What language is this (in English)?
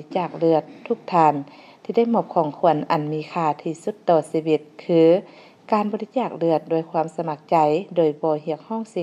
Lao